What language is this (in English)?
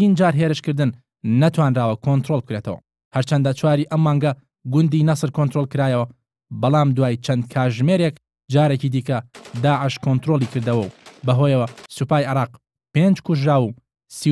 Central Kurdish